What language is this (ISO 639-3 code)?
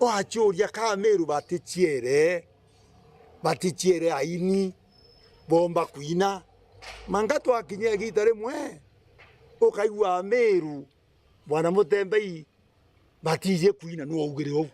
mer